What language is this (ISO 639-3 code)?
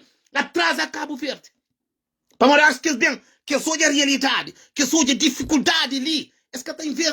kea